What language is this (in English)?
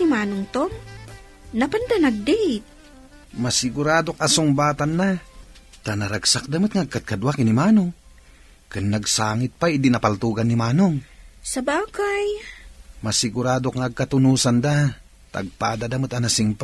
Iloko